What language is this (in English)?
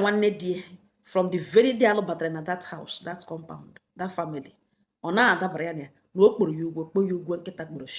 Igbo